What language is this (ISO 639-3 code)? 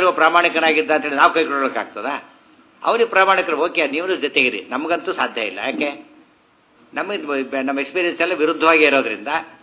kan